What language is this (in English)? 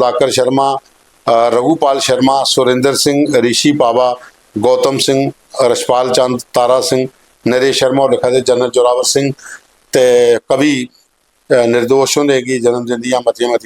Dogri